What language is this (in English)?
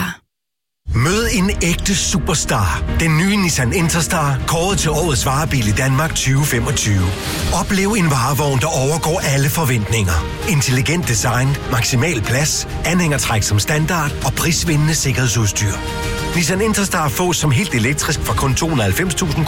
Danish